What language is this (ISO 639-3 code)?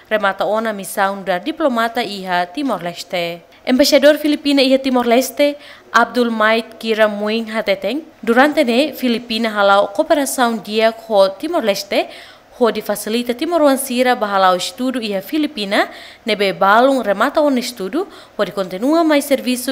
tet